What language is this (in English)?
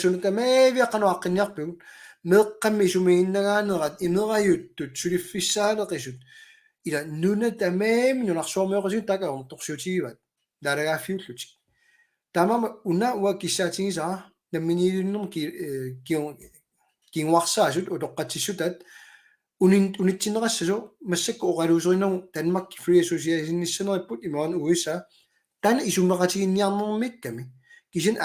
Kalaallisut